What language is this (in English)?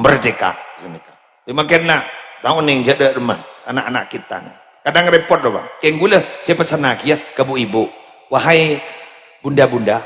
Madurese